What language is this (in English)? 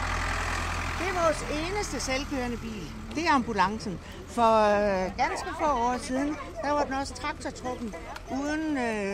Danish